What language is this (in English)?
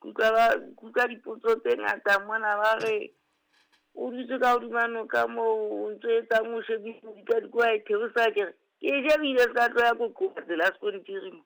Southern Sotho